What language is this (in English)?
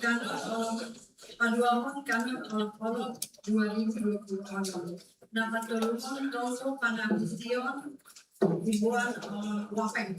Batak Simalungun